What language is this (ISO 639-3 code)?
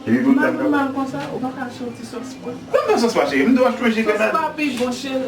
hat